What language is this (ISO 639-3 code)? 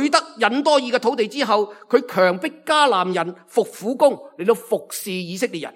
yue